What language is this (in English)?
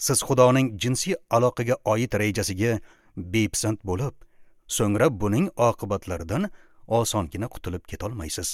Uzbek